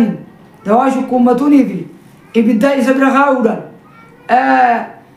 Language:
Oromo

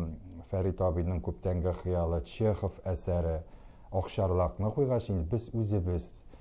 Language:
Tatar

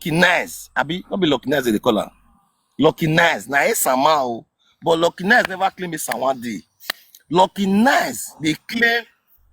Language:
Nigerian Pidgin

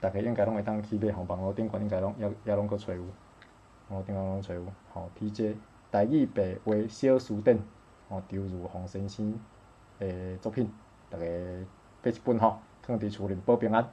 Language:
Min Nan Chinese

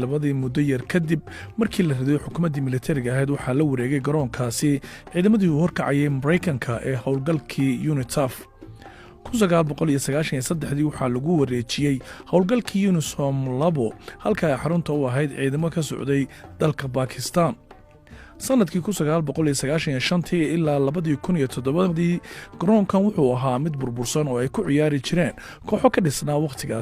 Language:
Somali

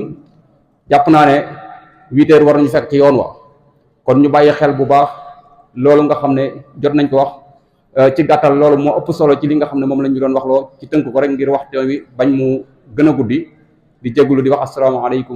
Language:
Wolof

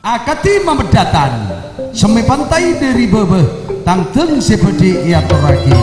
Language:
Madurese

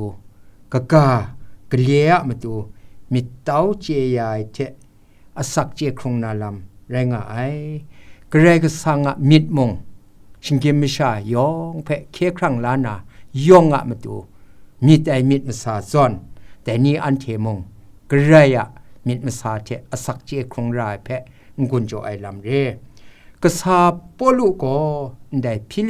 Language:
Kachin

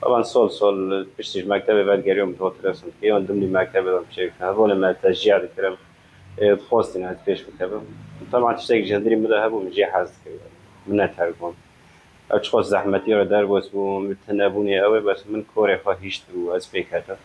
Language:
Kurdish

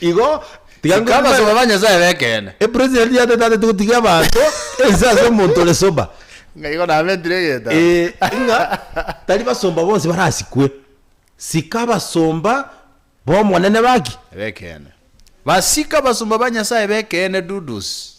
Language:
Gusii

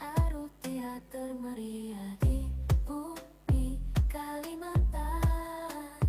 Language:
Banjar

